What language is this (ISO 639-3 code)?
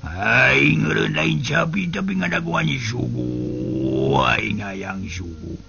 sun